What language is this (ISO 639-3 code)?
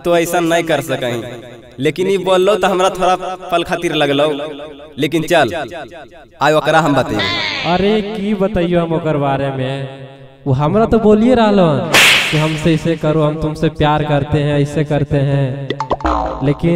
mag